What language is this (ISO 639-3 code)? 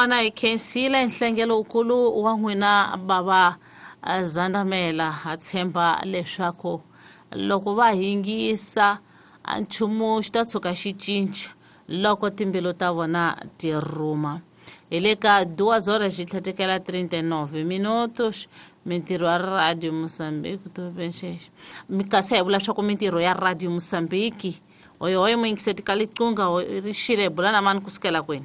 tso